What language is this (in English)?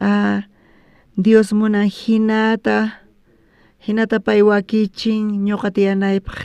South Bolivian Quechua